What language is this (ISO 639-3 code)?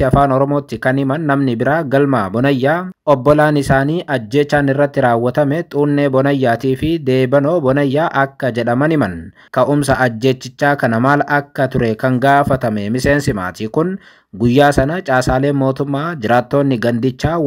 orm